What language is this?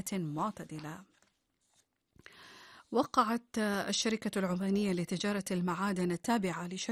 Arabic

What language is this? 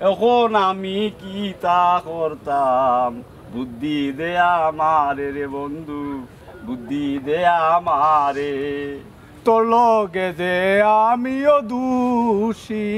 Sylheti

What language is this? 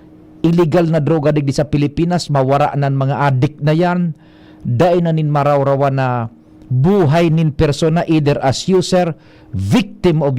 Bikol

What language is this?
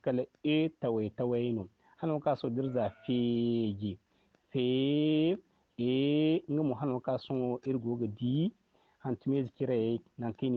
Zarma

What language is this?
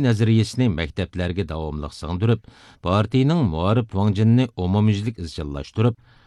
Uyghur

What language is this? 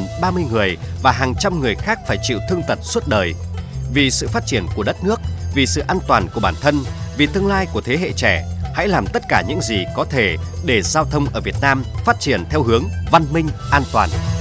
Vietnamese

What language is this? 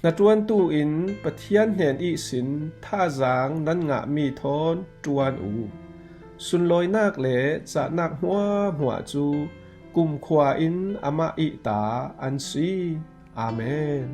Falam Chin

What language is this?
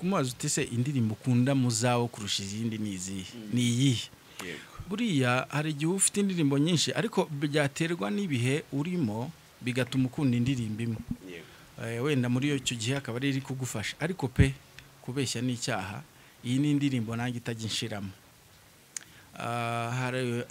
Kinyarwanda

